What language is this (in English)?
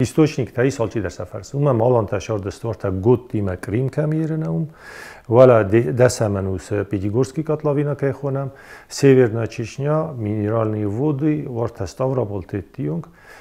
Ossetic